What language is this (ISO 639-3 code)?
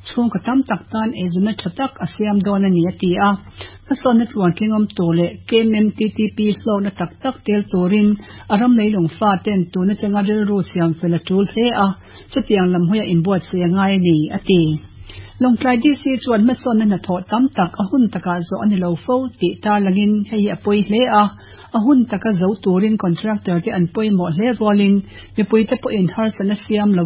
lus